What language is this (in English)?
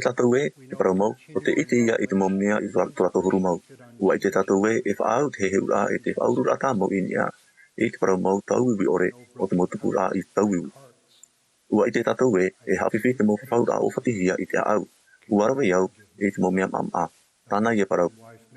Tahitian